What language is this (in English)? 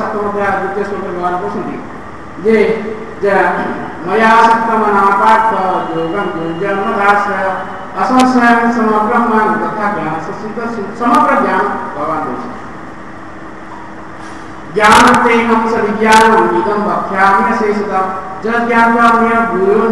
Odia